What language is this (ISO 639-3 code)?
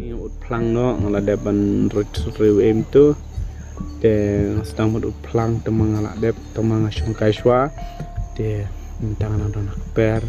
kha